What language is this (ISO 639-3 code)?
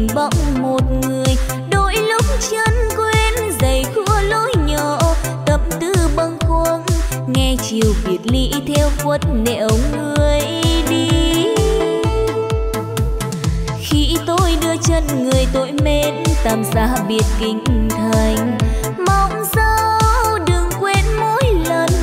vie